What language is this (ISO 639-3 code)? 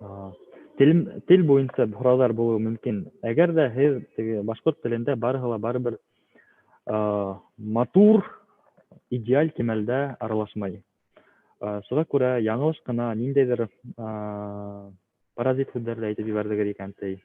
bak